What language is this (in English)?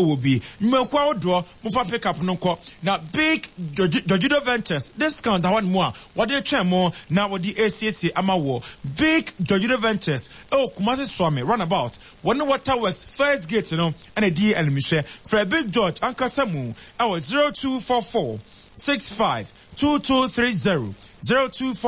Akan